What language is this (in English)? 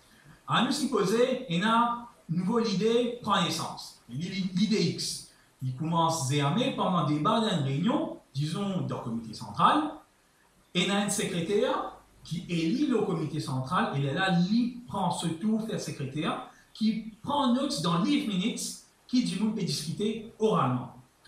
Morisyen